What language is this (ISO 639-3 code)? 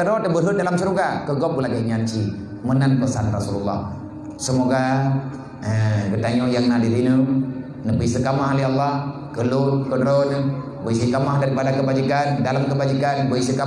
ace